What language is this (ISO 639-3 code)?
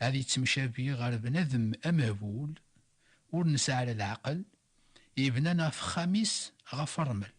kab